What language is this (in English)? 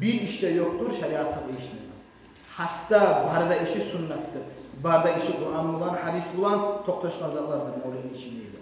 Kumyk